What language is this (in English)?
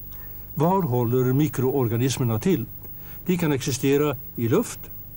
Swedish